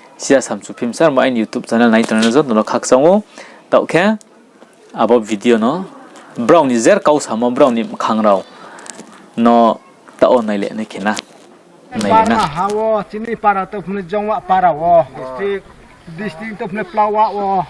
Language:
Riang (India)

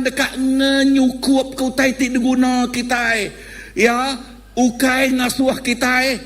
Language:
Iban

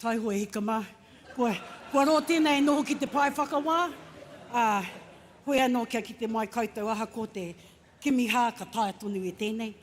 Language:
Māori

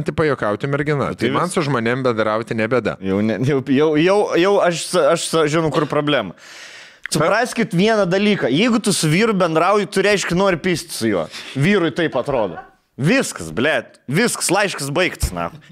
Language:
Lithuanian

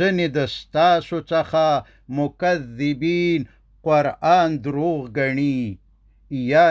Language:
Pashto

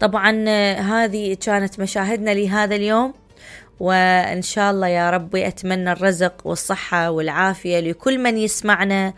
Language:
Mesopotamian Arabic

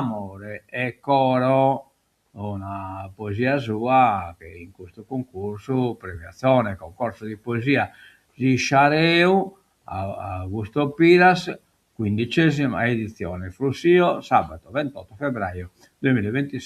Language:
Sardinian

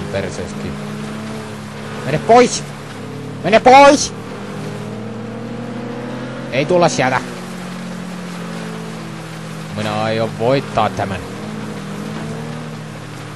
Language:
Finnish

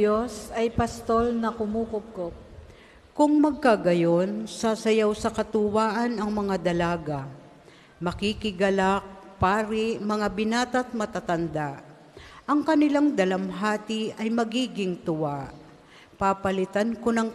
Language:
Filipino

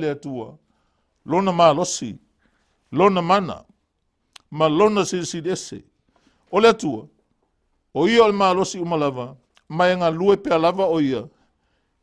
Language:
Samoan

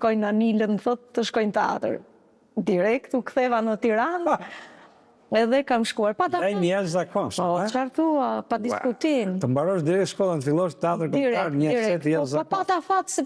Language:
Albanian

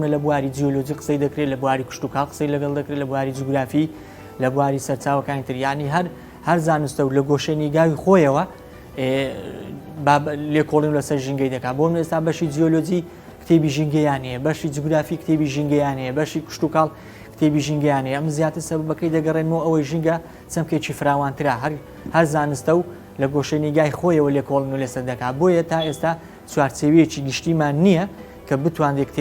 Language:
Central Kurdish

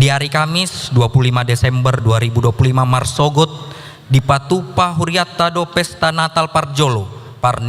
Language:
Batak Toba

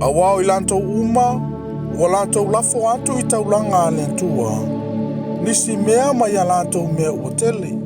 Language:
Samoan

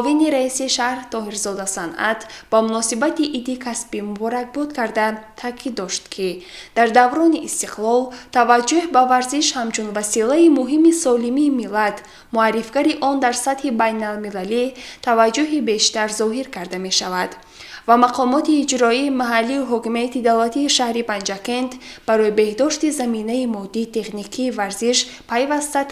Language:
Tajik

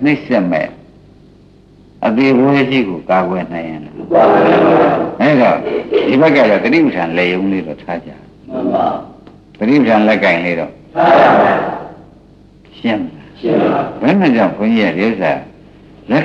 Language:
Burmese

